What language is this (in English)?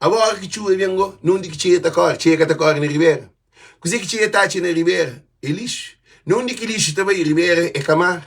Kabuverdianu